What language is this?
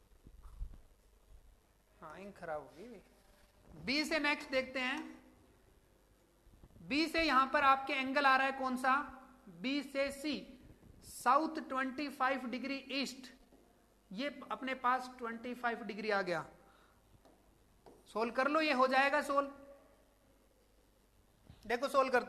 Hindi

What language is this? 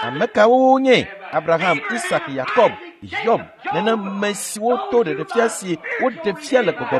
Ewe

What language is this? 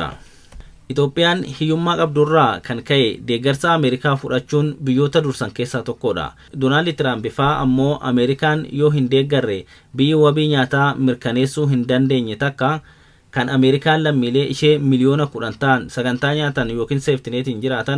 Oromo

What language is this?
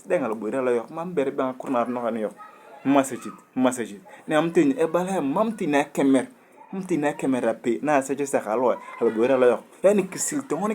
Turkana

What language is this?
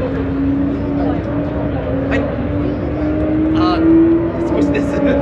Korean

